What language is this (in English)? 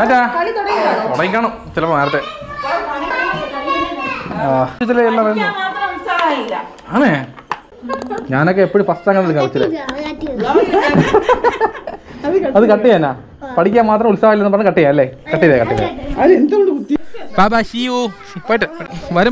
Malayalam